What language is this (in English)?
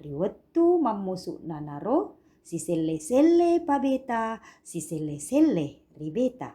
Buginese